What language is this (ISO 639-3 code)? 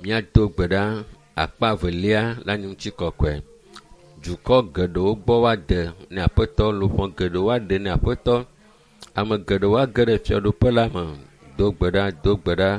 ewe